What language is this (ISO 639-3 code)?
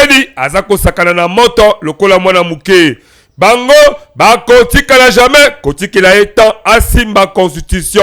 lin